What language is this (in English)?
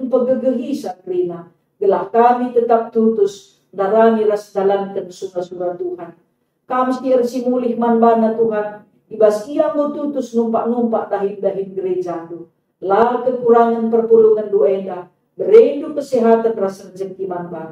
Batak Karo